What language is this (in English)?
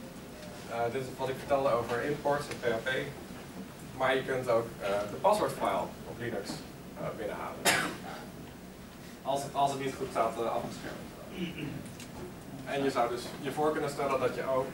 Dutch